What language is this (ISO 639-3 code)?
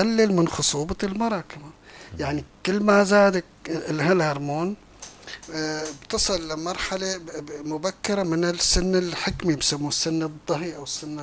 apc